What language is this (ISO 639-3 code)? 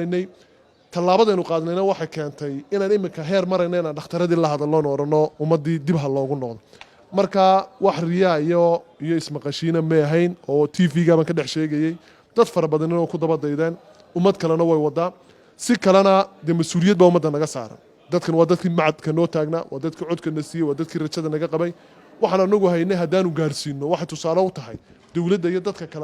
som